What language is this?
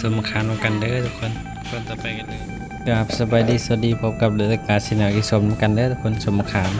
Northeastern Thai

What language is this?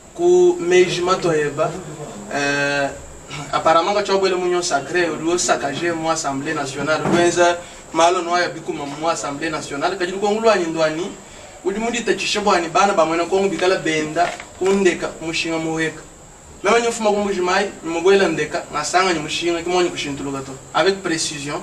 Luba-Lulua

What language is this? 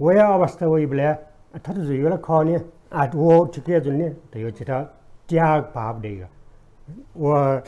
Newari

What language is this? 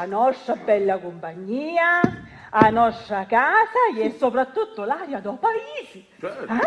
Sicilian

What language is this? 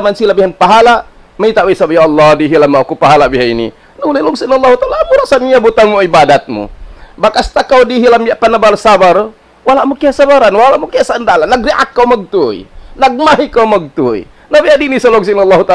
Tausug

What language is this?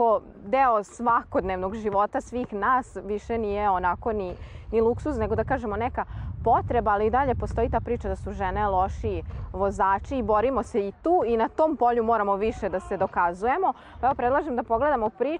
Serbian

